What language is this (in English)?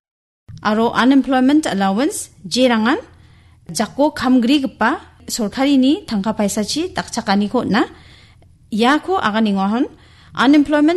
Garo